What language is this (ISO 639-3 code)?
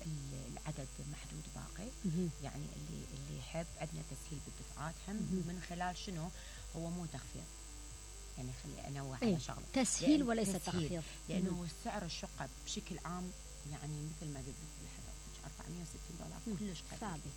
acm